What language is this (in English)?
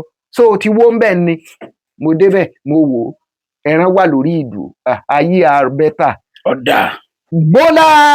Yoruba